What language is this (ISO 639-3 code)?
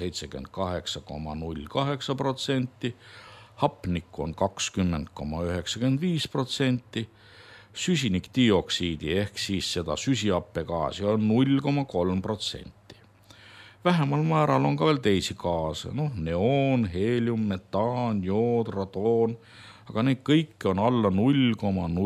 est